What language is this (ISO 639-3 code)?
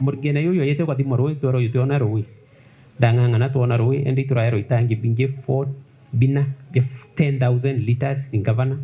mer